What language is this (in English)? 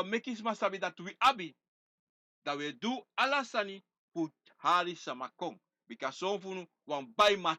Sranan Tongo